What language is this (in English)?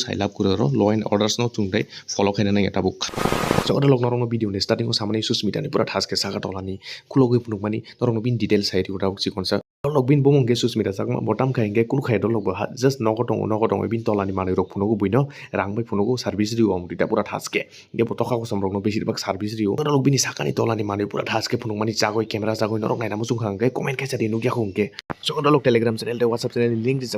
Kok Borok